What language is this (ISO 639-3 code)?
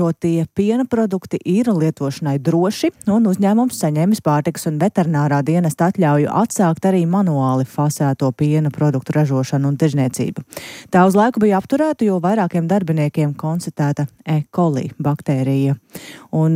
lav